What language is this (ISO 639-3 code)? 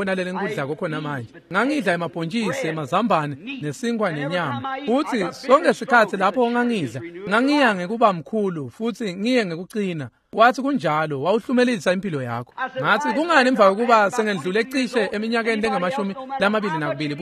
ssw